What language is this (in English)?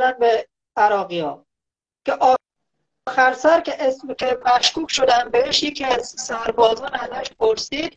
Persian